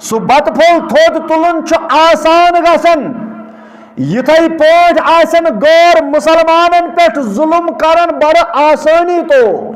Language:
Kashmiri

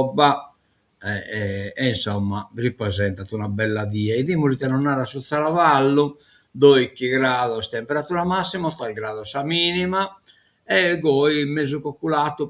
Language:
Sardinian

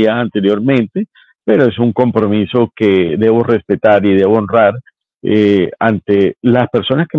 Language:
Spanish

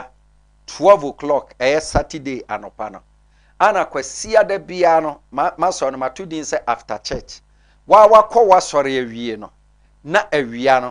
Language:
Akan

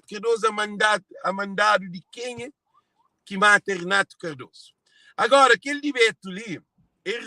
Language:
Kabuverdianu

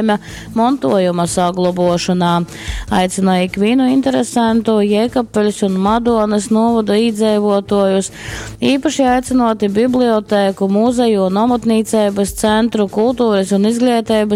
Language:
Latgalian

